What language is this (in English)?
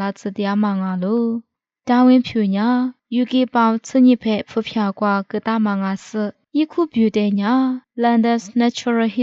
Lisu